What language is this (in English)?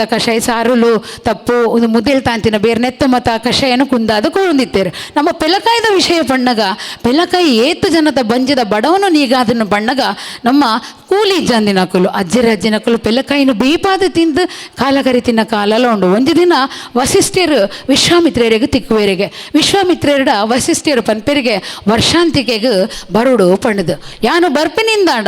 Tulu